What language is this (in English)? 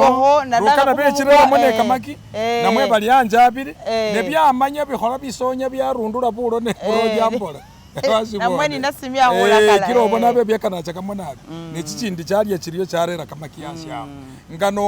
Masaaba